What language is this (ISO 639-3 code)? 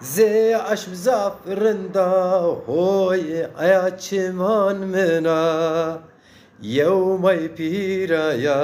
zza